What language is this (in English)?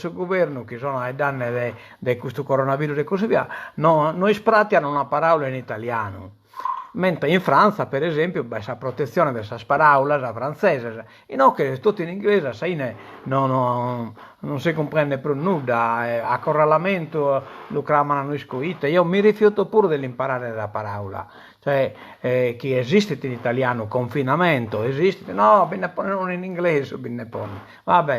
Sardinian